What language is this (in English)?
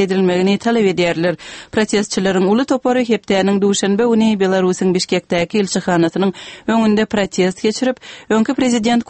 Turkmen